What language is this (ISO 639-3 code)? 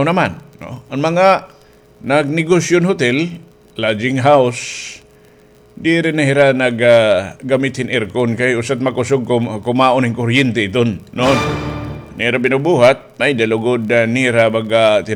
war